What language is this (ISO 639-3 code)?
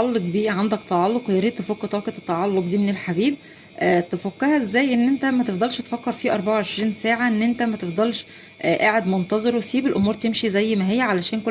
arz